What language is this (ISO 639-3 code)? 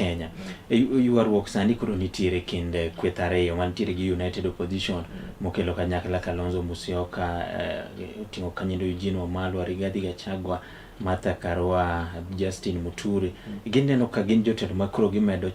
luo